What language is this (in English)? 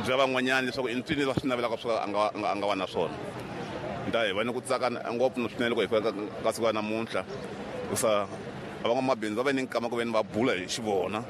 Tsonga